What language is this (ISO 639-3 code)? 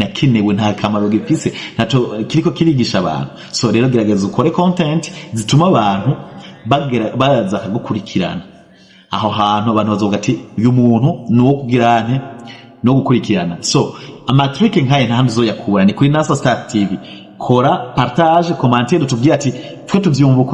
run